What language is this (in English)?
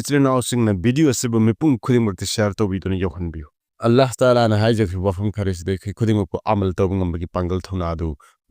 Manipuri